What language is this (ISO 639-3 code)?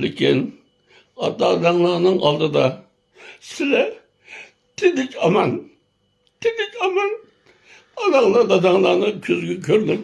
uig